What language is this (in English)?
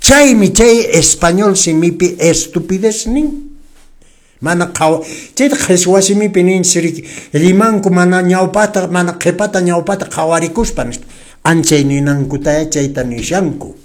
Quechua